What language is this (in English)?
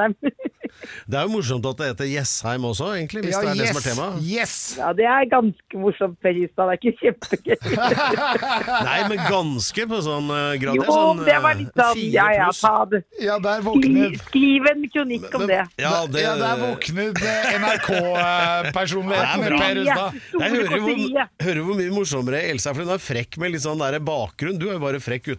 Norwegian